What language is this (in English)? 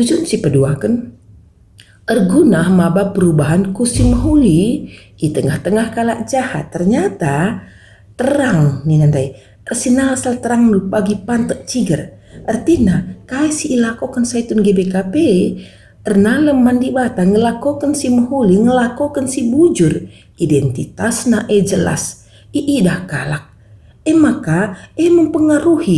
Batak Karo